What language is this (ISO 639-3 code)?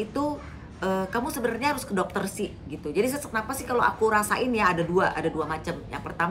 ind